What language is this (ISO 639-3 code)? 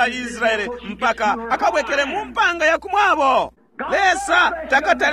bem